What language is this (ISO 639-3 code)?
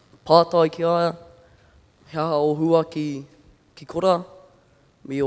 mri